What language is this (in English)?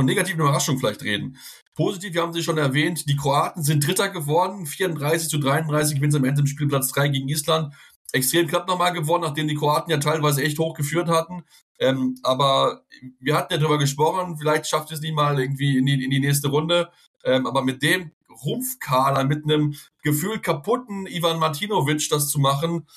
German